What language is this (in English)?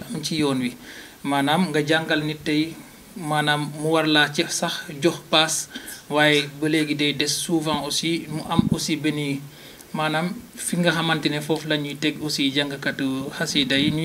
Wolof